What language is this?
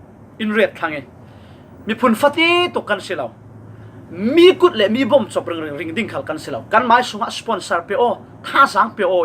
Falam Chin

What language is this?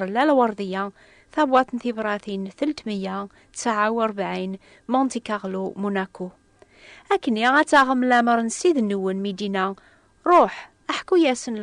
Kabyle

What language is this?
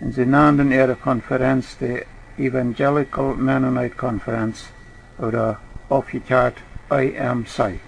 Plautdietsch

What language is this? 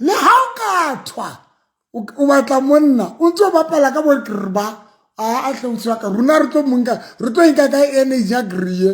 Southern Sotho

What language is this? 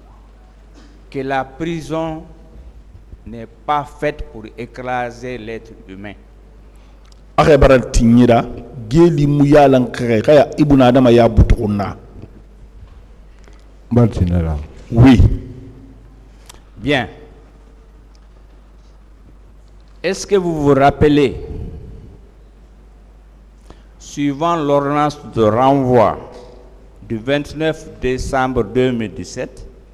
French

